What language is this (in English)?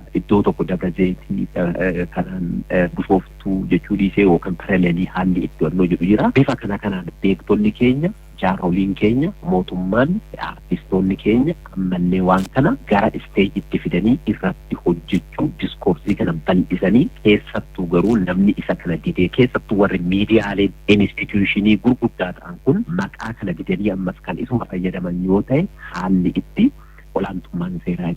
Oromo